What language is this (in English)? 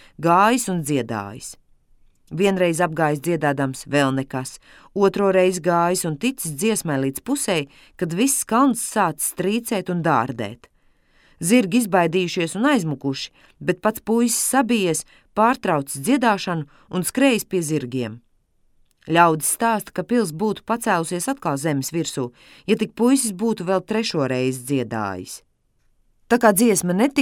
Latvian